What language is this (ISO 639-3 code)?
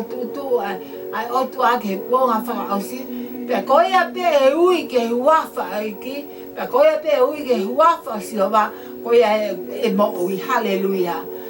ton